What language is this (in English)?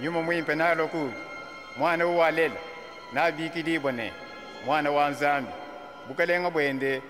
Luba-Lulua